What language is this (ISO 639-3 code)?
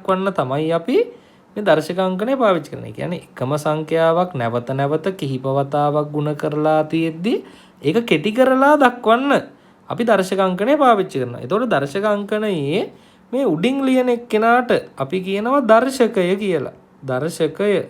sin